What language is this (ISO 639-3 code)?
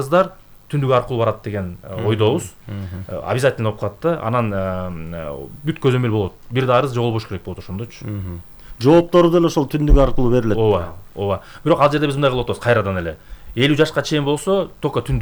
kir